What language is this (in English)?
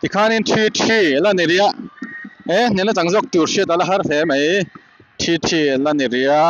Mizo